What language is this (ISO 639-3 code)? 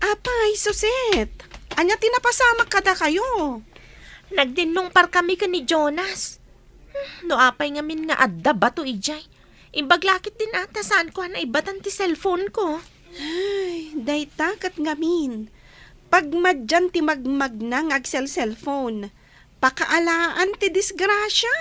ilo